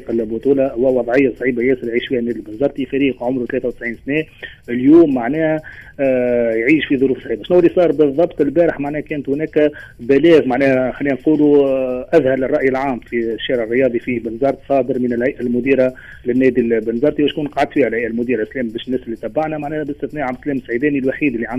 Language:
Tunisian Arabic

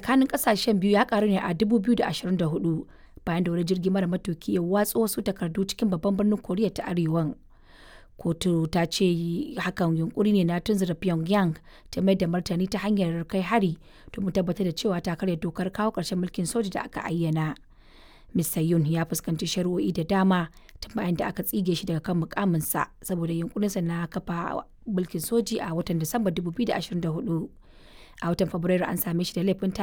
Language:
Hausa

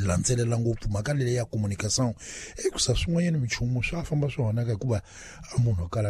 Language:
Tsonga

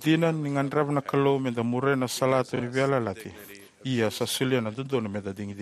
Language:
Fijian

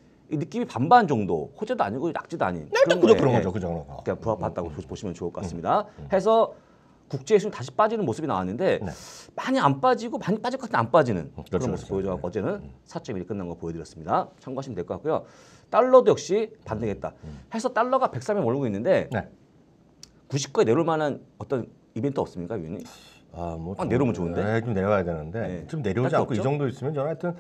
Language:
Korean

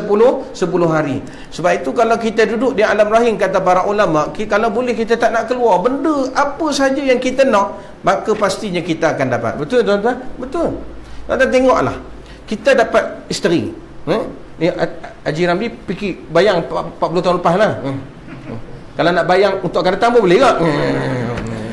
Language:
Malay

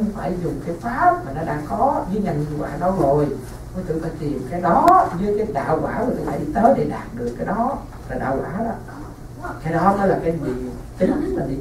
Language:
Vietnamese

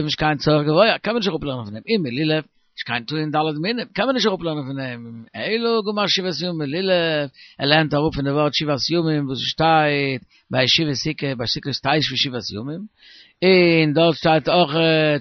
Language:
Yiddish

